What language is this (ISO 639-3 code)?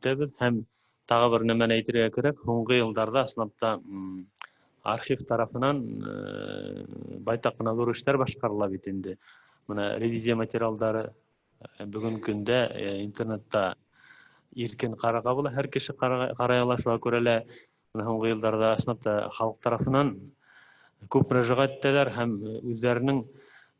bak